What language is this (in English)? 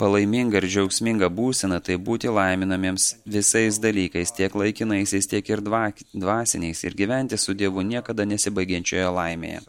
Lithuanian